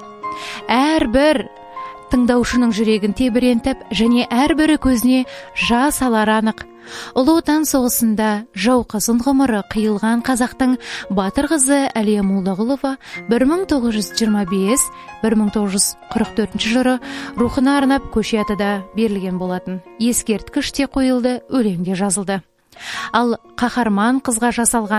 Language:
Kazakh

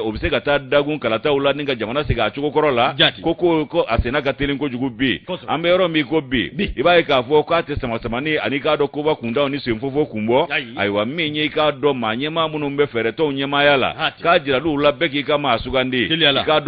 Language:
Bambara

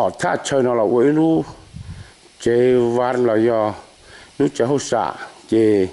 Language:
Hmong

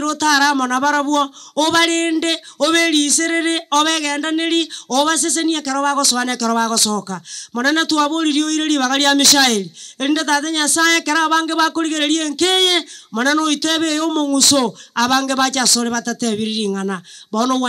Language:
Gusii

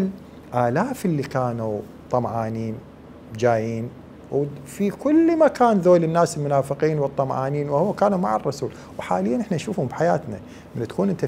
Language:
Mesopotamian Arabic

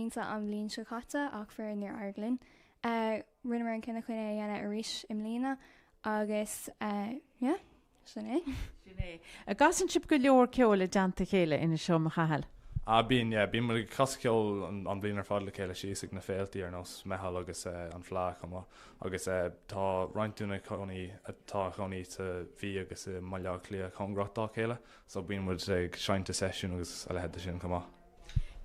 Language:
Irish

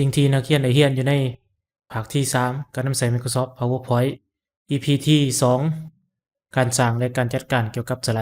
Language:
Lao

